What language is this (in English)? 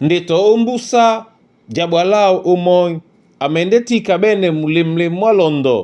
Duala